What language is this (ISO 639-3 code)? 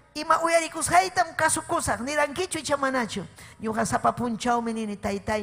quy